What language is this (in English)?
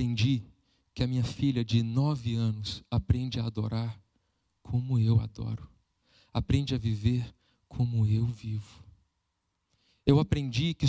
Portuguese